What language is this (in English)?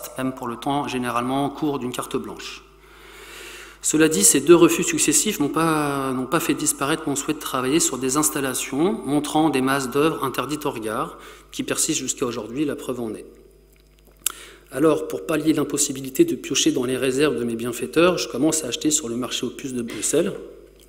French